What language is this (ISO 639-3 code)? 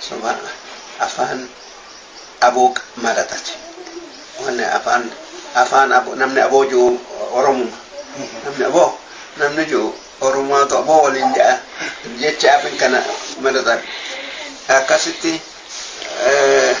orm